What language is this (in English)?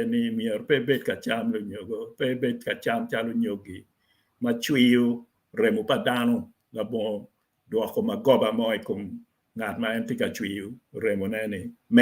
Acoli